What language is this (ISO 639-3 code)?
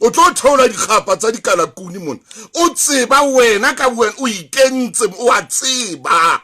sot